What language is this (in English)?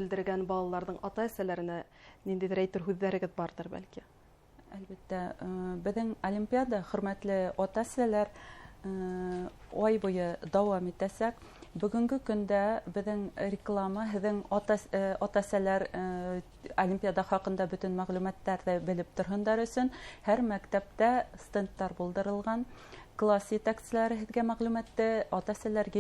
Bashkir